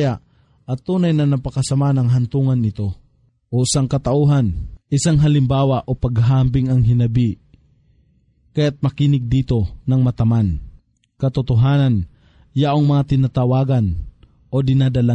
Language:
Filipino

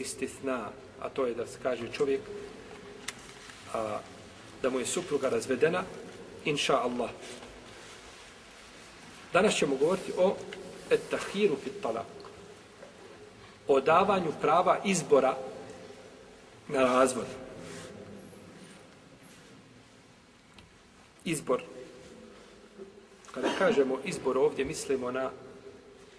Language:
Bosnian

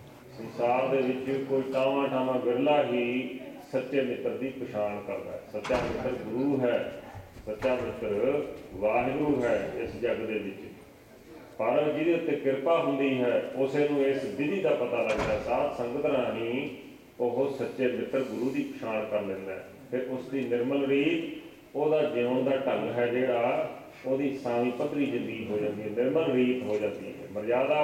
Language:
Punjabi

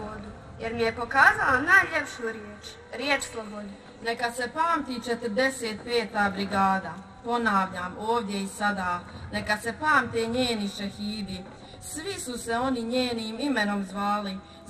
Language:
Bosnian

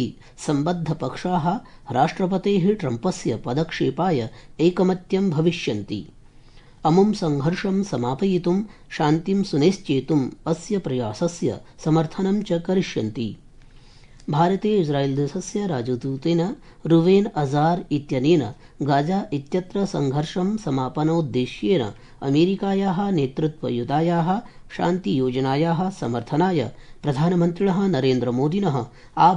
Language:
Sanskrit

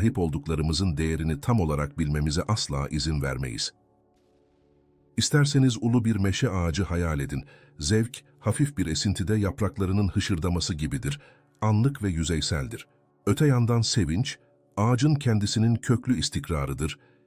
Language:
Turkish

